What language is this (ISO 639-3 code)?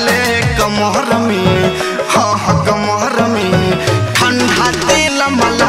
bho